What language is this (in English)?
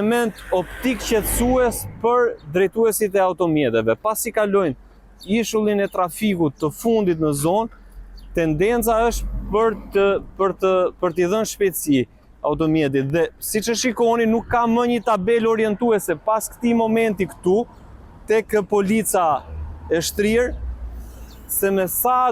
Albanian